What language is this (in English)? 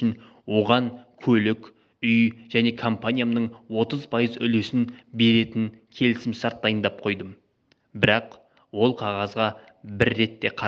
Kazakh